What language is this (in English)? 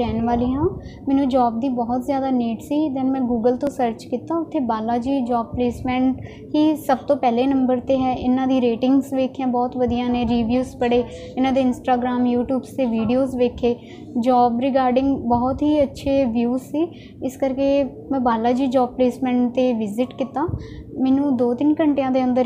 Punjabi